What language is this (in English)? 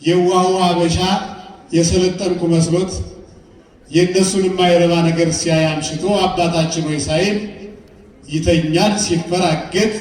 Amharic